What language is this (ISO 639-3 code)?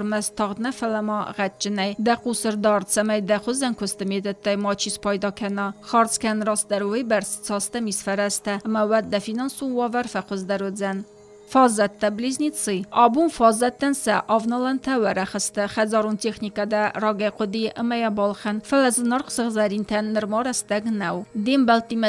oss